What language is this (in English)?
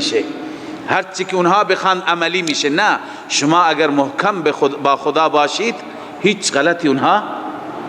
Persian